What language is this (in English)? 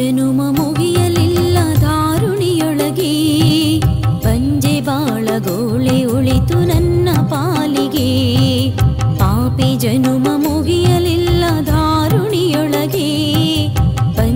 Kannada